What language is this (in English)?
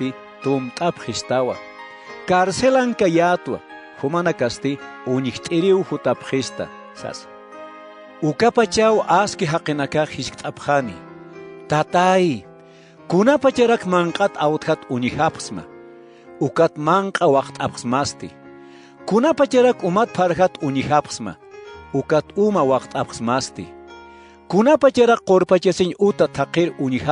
Aymara